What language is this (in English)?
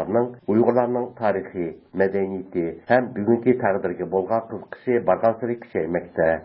Uyghur